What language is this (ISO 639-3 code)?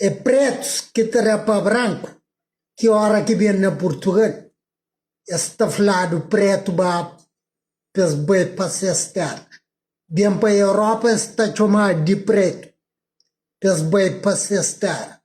kea